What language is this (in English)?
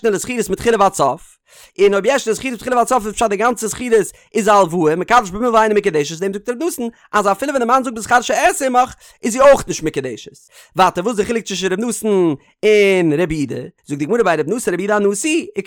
Yiddish